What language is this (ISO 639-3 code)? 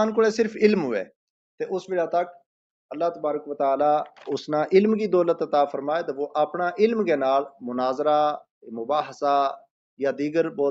gju